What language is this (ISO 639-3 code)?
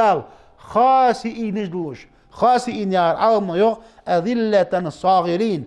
inh